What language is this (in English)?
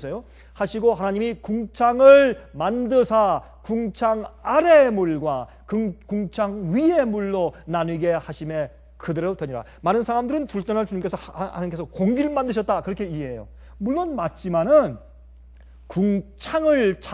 Korean